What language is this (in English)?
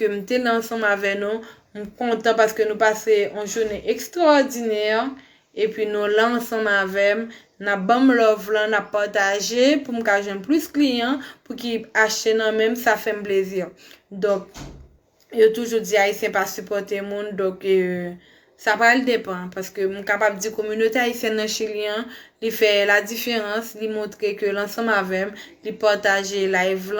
Haitian Creole